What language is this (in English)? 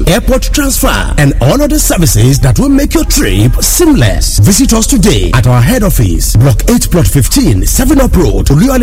Yoruba